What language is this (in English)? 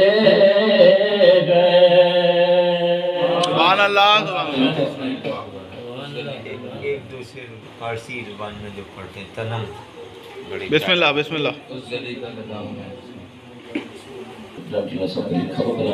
Urdu